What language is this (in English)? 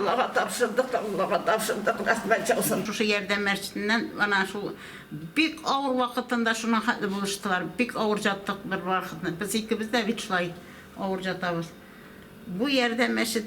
Tatar